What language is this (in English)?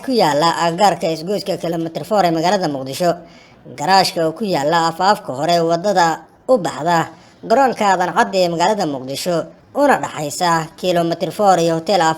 Somali